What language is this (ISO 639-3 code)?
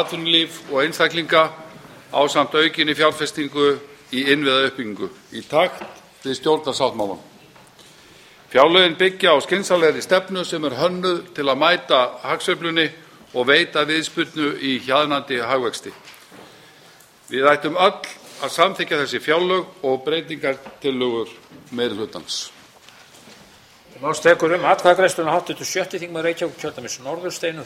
isl